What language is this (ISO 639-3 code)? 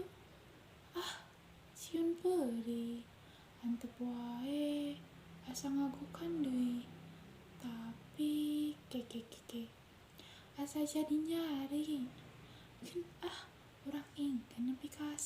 sun